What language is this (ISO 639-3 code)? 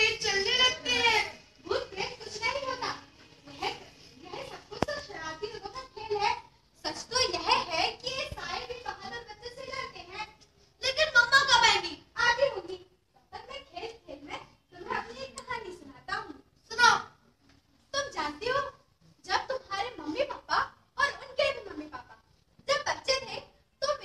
hin